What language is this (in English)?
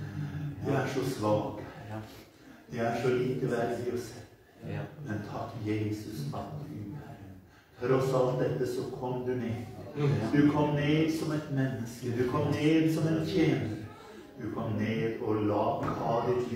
Norwegian